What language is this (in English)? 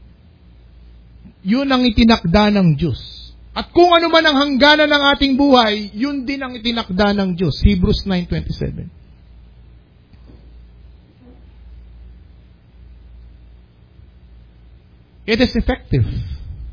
Filipino